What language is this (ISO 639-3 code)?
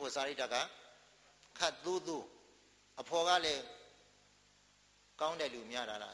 mya